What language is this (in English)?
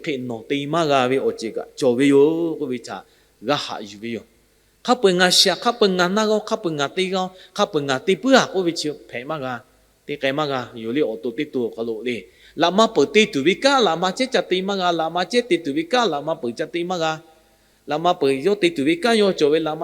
Lahu